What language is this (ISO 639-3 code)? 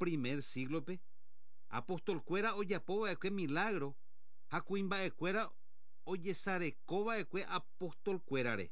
grn